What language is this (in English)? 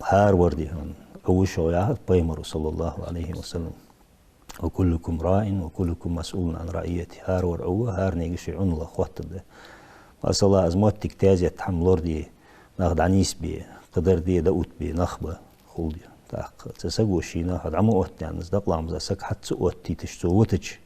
Ingush